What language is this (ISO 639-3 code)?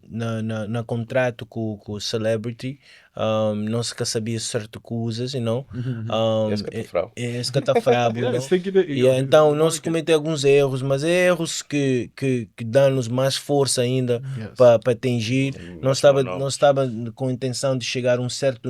kea